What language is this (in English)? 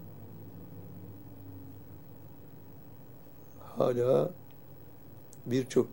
Turkish